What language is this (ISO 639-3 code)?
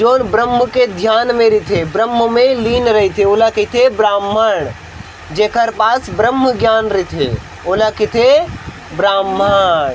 hne